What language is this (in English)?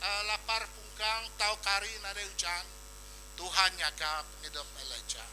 Iban